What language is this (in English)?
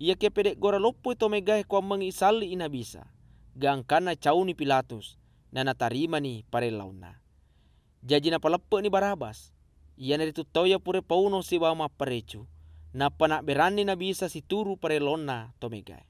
Buginese